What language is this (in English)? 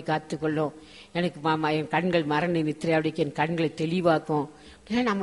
Tamil